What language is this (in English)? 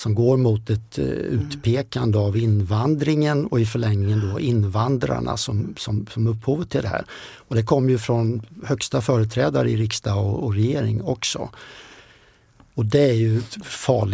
Swedish